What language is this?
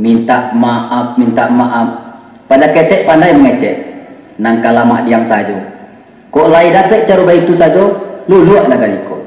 Minangkabau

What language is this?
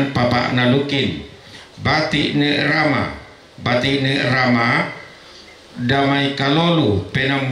Toraja-Sa'dan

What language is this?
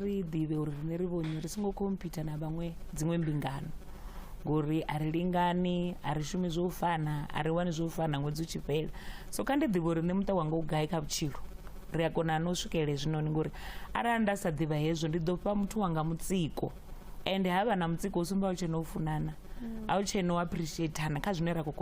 Venda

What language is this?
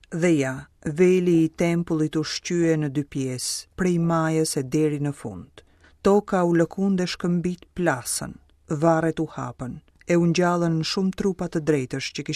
Albanian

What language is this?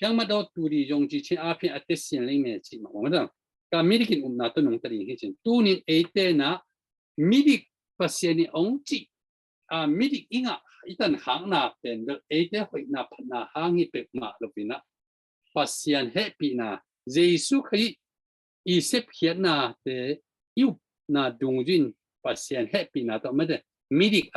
Tedim Chin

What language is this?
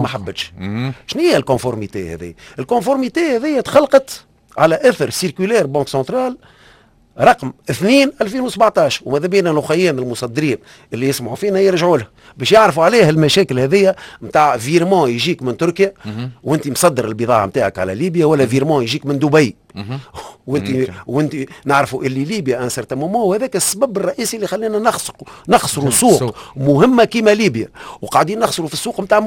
Tunisian Arabic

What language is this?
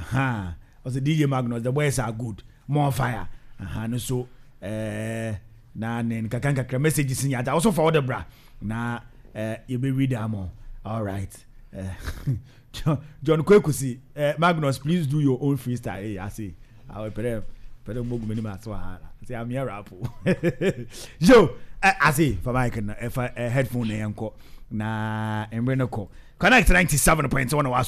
Akan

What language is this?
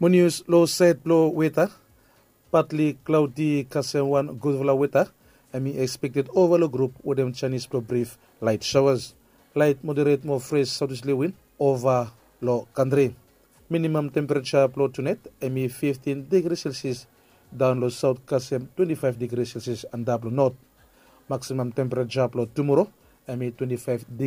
Bislama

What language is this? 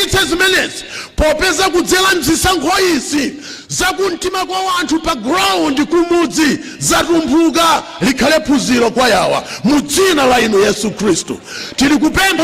Nyanja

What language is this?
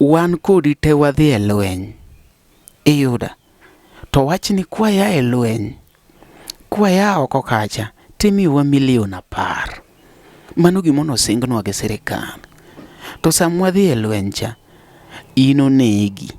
Luo (Kenya and Tanzania)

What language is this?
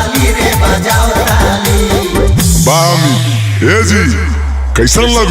Magahi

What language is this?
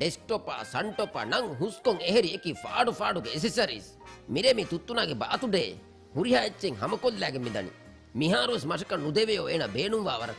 Divehi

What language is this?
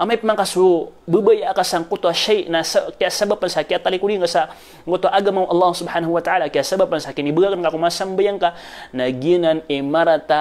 Maranao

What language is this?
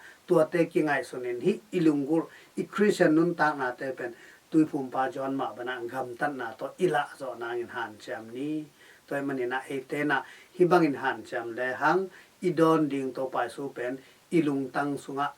Tedim Chin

